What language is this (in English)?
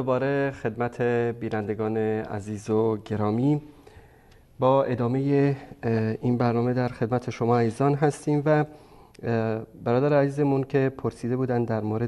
Persian